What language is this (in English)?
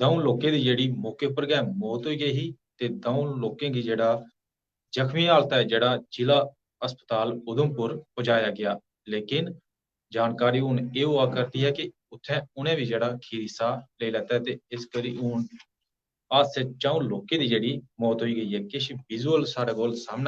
Dogri